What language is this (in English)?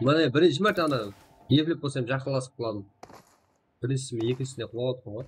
Kara-Kalpak